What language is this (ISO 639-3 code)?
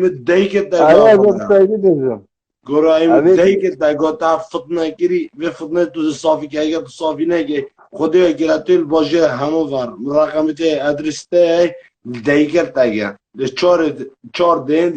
kur